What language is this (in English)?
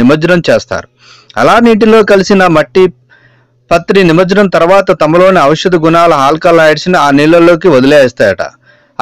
Telugu